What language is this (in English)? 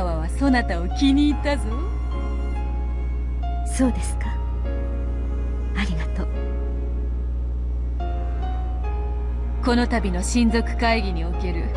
Japanese